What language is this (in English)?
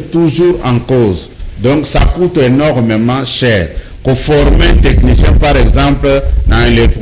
Lingala